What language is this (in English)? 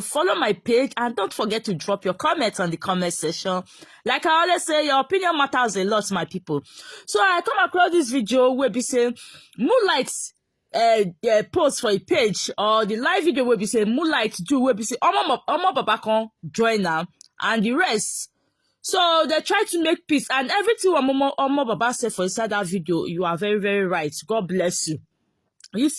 Nigerian Pidgin